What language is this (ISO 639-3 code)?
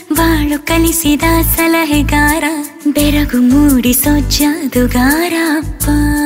kan